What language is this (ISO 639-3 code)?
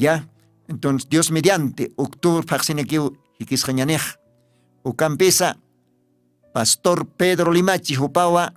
aym